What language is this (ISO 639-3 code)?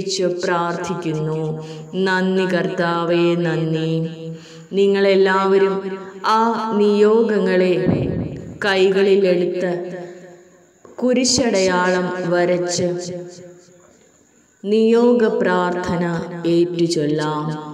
mal